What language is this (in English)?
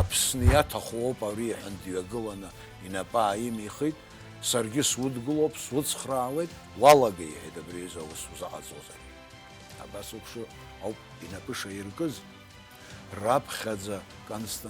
Abkhazian